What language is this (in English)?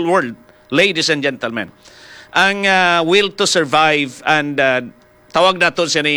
Hiligaynon